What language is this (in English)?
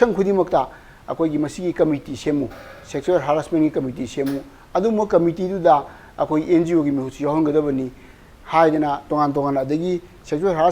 Manipuri